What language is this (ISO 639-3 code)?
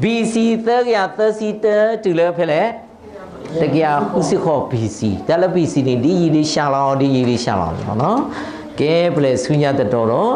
ksw